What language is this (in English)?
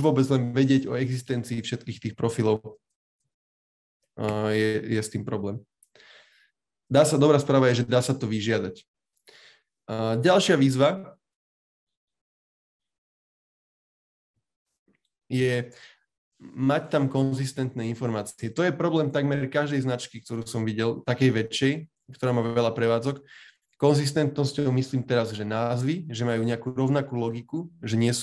Slovak